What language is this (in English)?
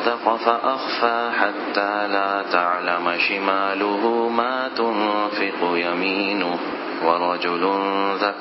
Urdu